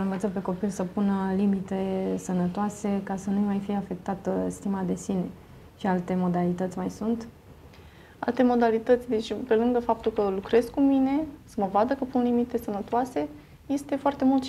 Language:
Romanian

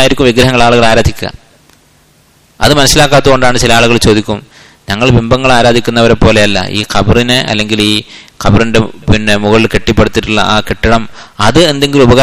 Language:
Malayalam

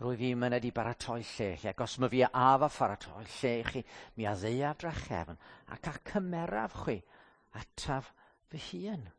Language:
Welsh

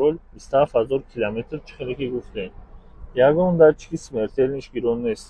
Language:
Tajik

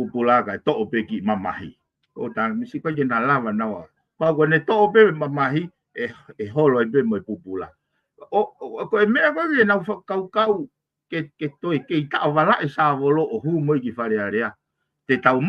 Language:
Tongan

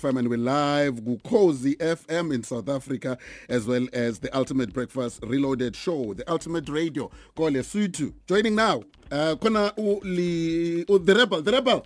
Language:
English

